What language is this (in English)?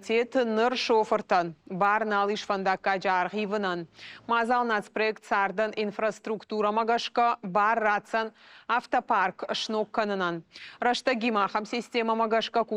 Ossetic